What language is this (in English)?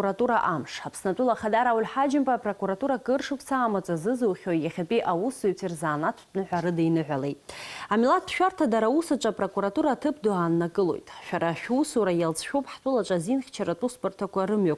Abkhazian